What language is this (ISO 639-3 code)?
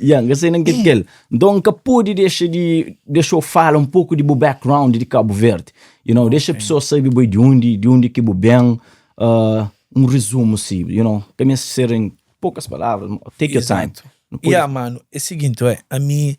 kea